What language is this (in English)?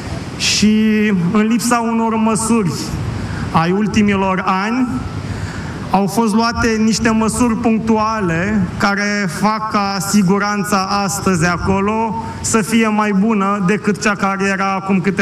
Romanian